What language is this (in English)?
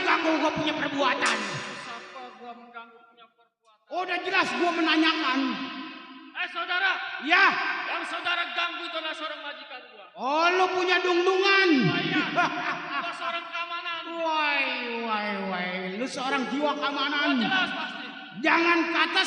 Betawi